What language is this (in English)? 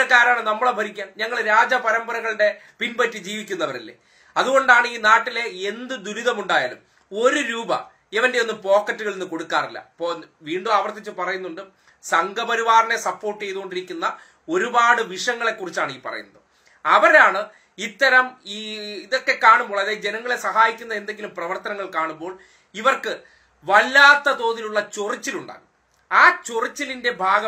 Malayalam